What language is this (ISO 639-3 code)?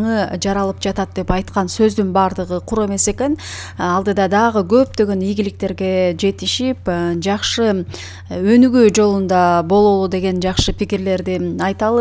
kir